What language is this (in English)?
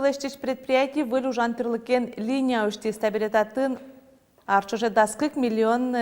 Udmurt